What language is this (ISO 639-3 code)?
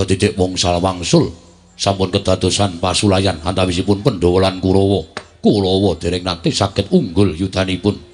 jav